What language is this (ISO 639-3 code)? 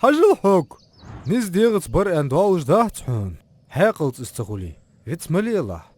inh